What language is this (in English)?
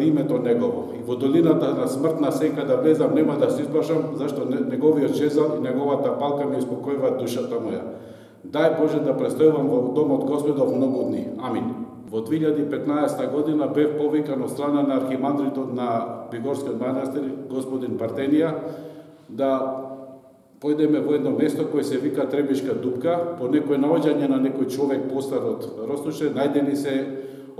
Macedonian